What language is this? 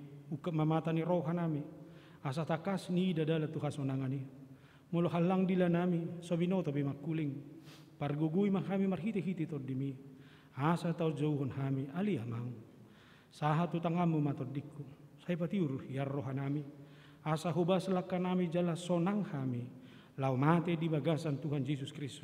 Batak Toba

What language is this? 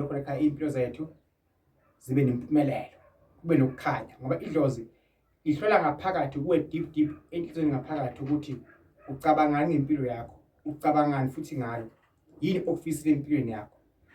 Zulu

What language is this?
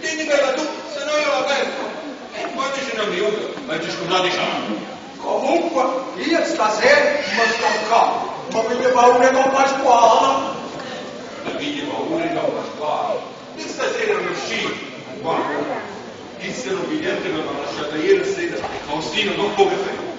Neapolitan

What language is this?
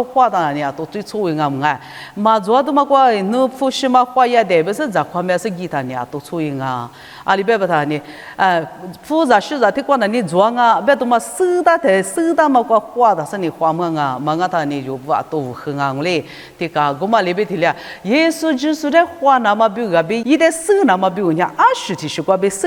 Lisu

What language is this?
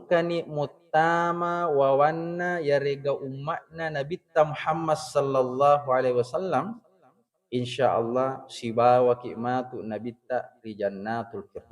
Buginese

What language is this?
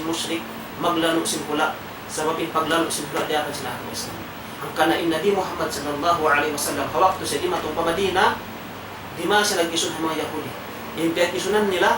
Tausug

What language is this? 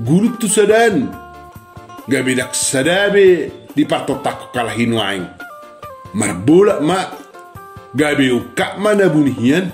Batak Toba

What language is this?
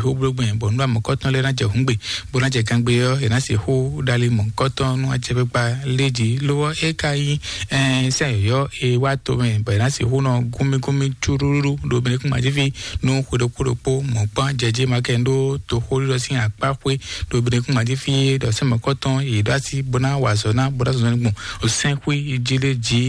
Fon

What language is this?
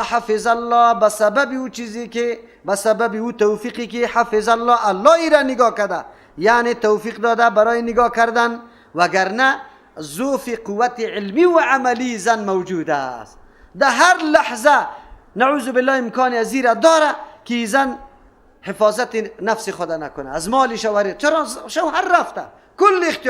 Persian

